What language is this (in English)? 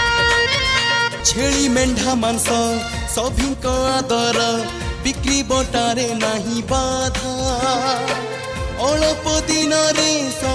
Odia